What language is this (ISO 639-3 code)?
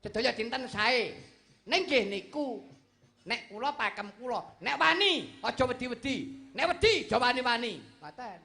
jav